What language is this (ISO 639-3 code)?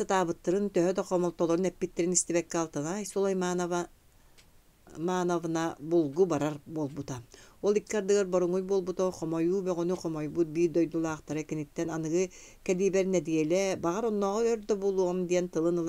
sah